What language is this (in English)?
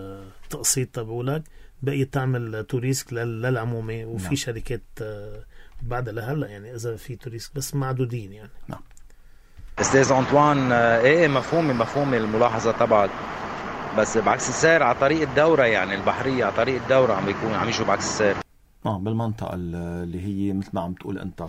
North Levantine Arabic